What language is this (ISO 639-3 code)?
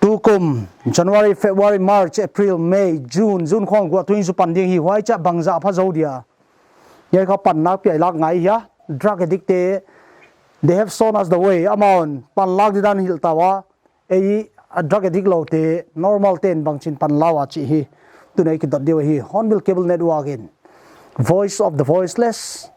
pck